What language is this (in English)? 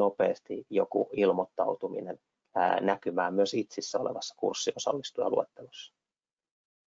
Finnish